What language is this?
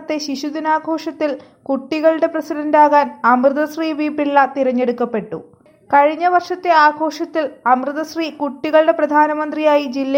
Malayalam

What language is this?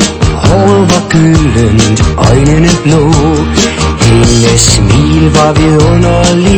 Danish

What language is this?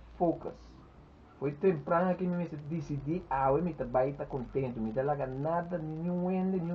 Papiamento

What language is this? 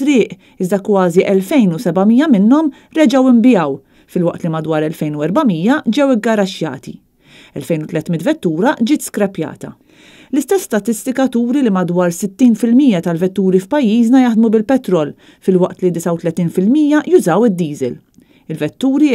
Maltese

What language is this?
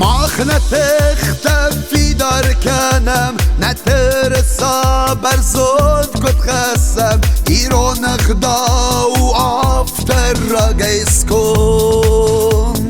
Ossetic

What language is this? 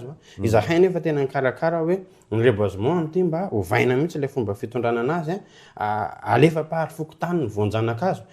Malagasy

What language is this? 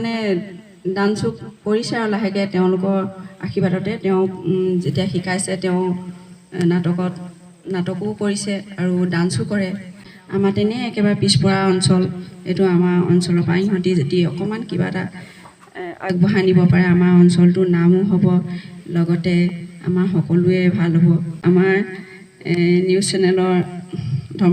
Assamese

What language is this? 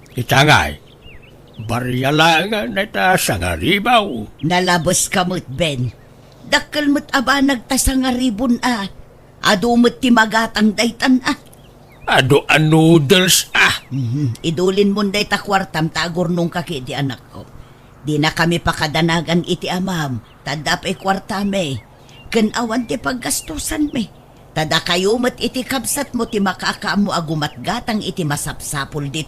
Iloko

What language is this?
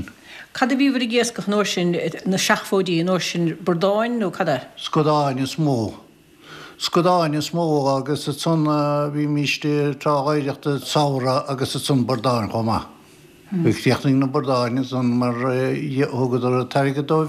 Irish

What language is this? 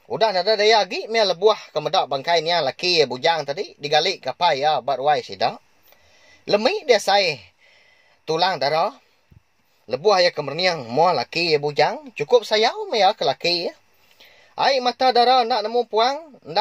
Iban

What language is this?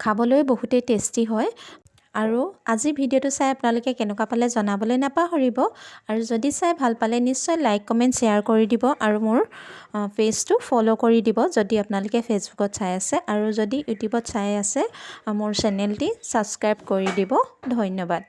Assamese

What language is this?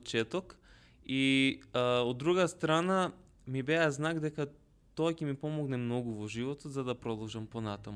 Macedonian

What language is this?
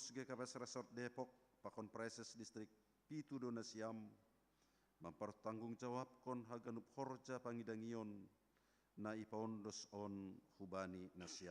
Batak Simalungun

